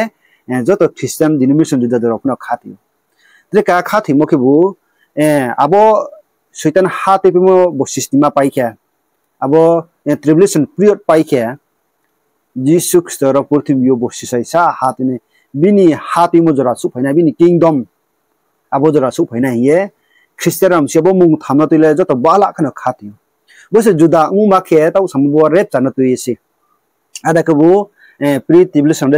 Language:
Riang (India)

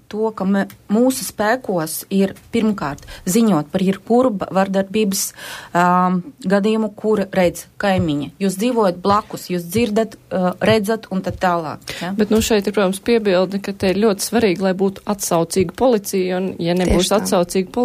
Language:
Latvian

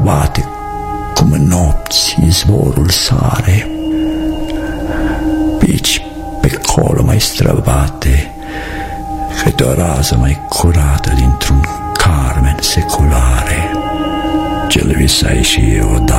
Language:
Romanian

